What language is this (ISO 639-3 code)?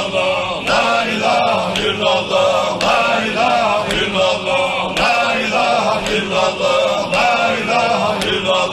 inh